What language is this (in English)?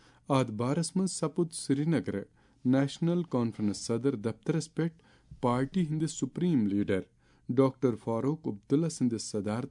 Kashmiri